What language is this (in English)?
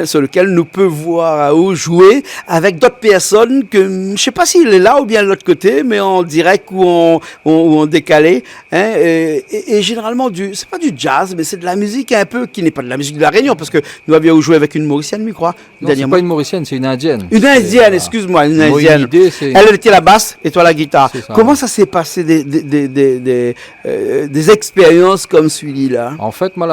Réunion Creole French